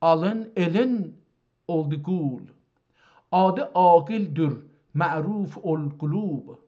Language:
South Azerbaijani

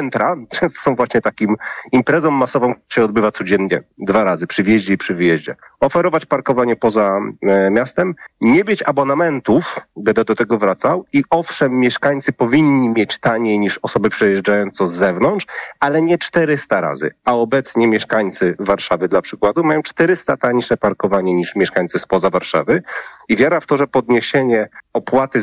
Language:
Polish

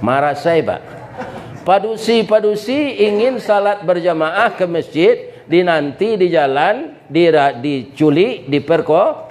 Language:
Minangkabau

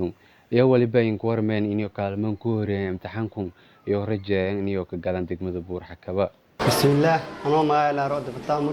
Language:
Somali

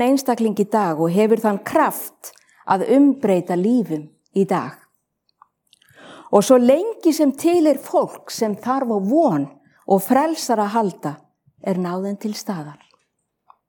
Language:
Icelandic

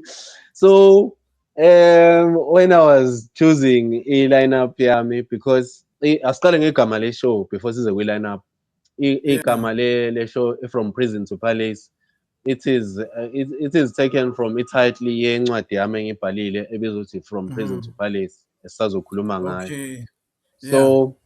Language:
Zulu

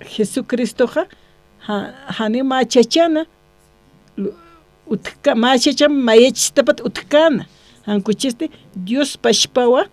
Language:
Aymara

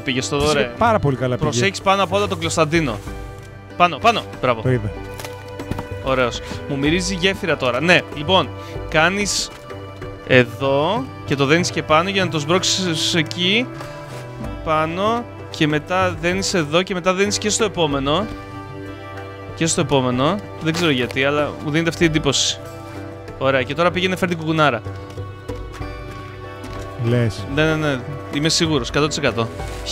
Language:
Greek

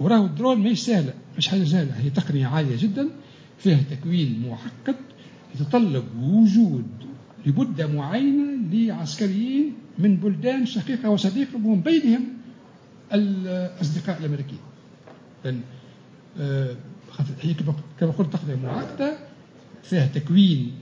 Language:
Tunisian Arabic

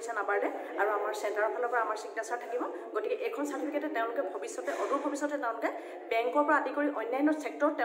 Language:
Assamese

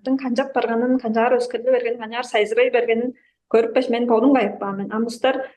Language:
Tuvinian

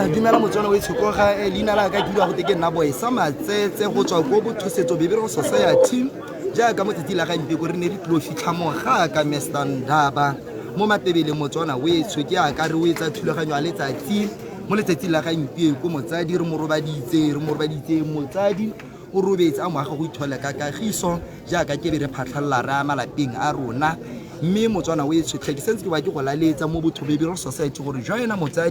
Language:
Tswana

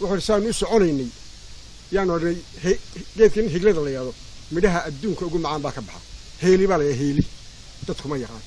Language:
Somali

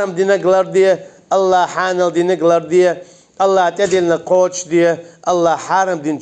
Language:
Chechen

